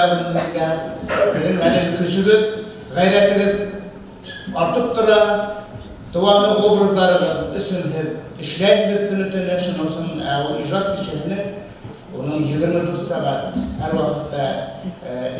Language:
Bashkir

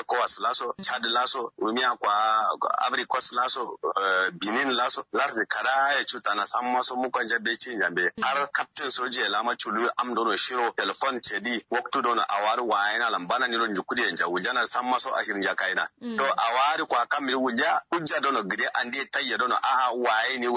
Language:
Kanuri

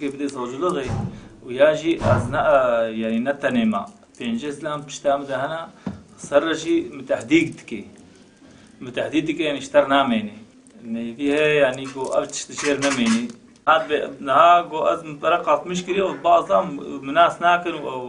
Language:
Kurdish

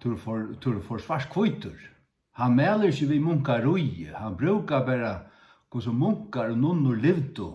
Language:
Faroese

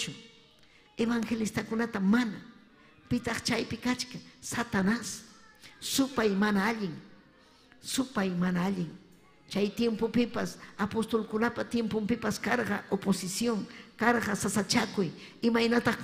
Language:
Ayacucho Quechua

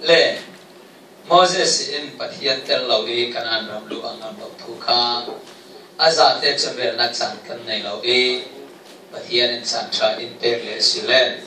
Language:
Falam Chin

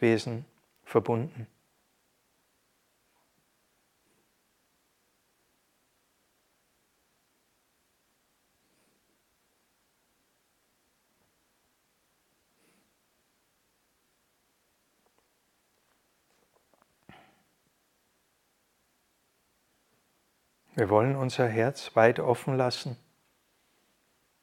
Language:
German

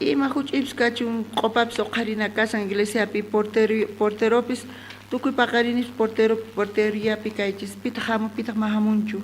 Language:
South Bolivian Quechua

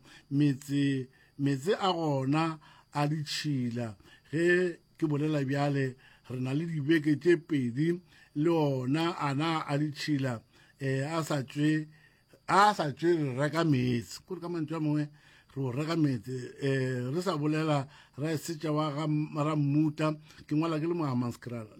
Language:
Northern Sotho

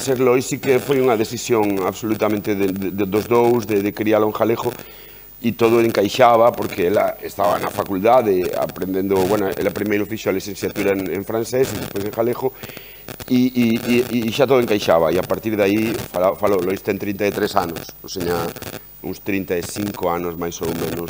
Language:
Galician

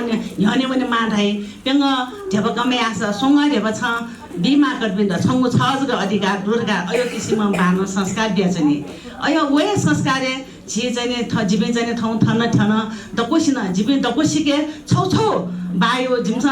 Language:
Newari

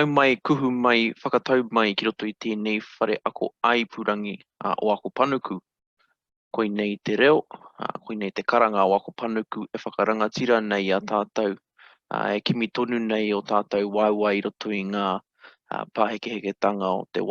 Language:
Māori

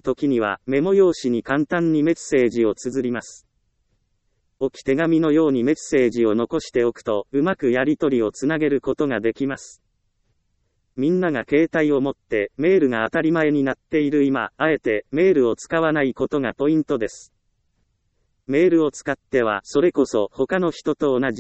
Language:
Japanese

